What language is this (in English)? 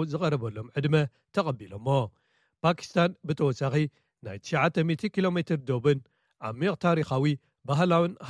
Tigrinya